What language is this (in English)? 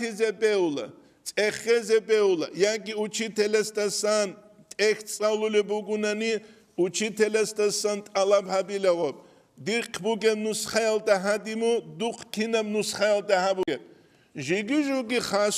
Avaric